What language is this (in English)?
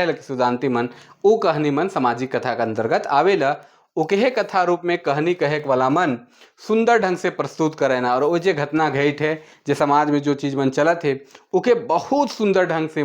Sadri